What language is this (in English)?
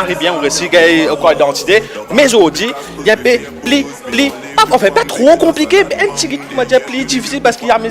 Morisyen